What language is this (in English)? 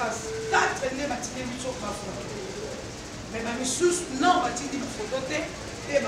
Lingala